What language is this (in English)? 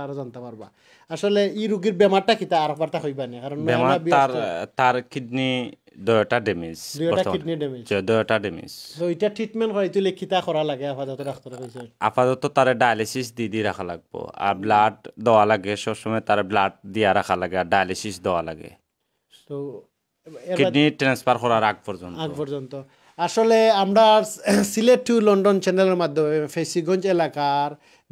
Sylheti